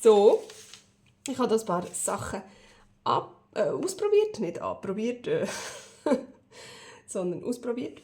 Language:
Swiss German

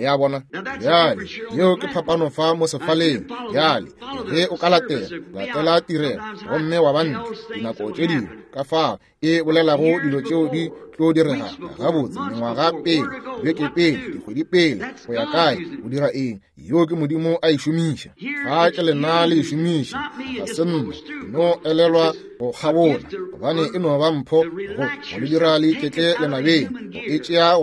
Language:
Northern Sotho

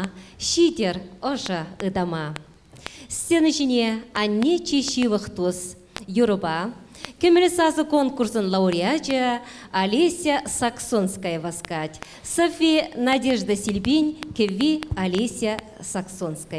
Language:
Chuvash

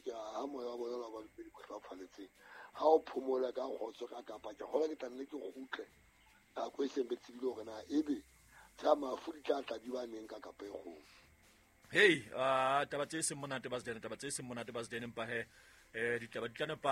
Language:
Southern Sotho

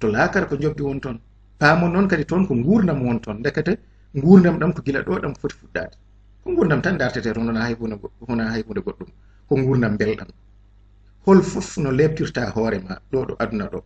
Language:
Fula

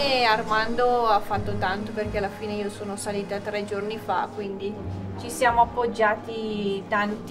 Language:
Italian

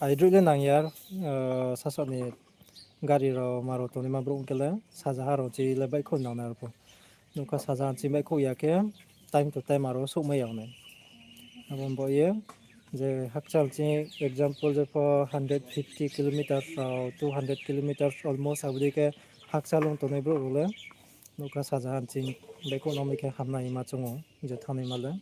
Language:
Riang (India)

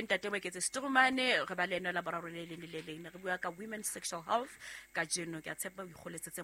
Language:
Southern Sotho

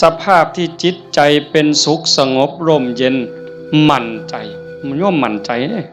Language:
Northeastern Thai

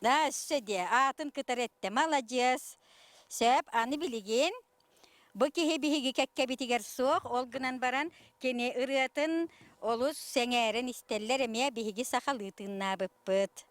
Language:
Yakut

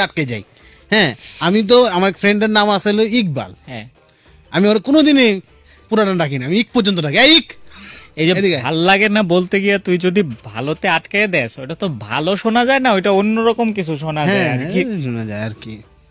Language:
Bangla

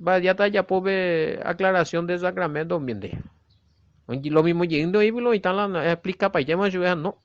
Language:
Guarani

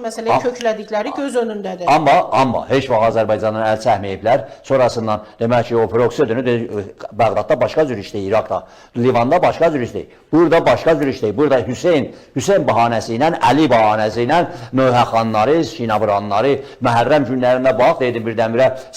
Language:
Azerbaijani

